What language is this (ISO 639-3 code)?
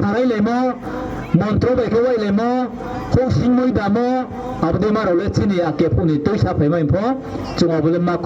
ria